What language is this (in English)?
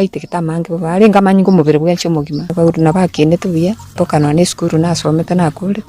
Gusii